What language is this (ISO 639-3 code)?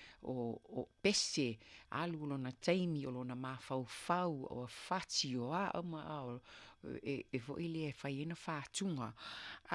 smo